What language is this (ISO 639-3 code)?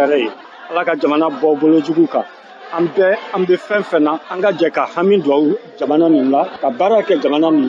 bam